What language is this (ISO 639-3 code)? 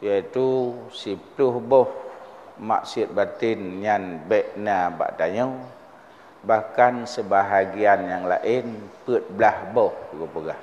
ace